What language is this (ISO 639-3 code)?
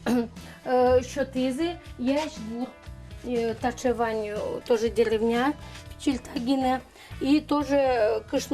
udm